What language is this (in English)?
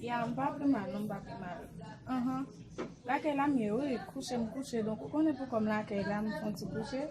Haitian Creole